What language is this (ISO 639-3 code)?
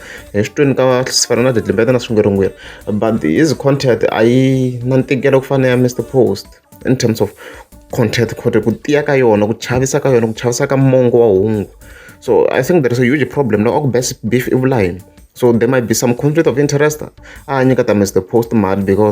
tso